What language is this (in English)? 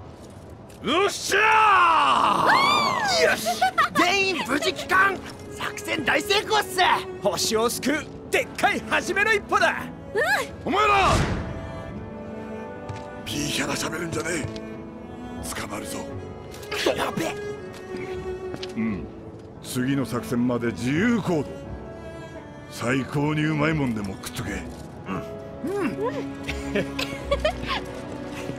Japanese